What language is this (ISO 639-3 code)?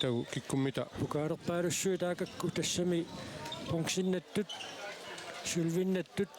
kal